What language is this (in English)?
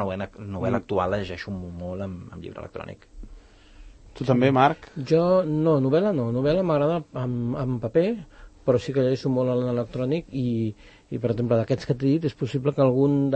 Catalan